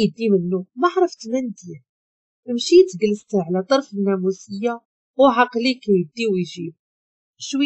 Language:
Moroccan Arabic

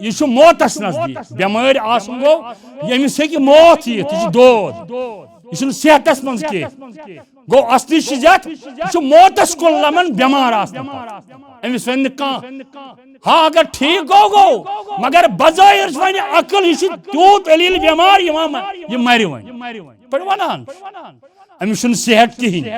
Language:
Kashmiri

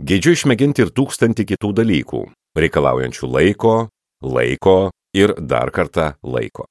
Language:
Lithuanian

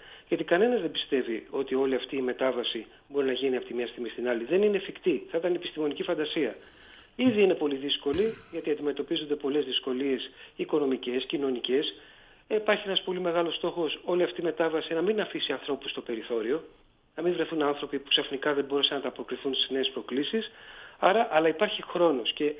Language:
Greek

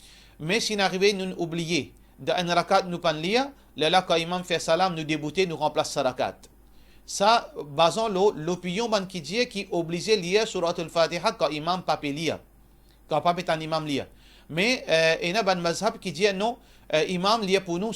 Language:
Morisyen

